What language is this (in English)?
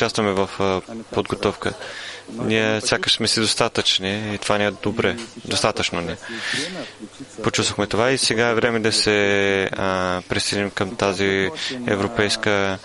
Bulgarian